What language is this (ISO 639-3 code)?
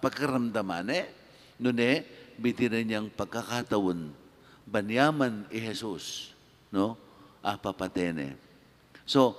pam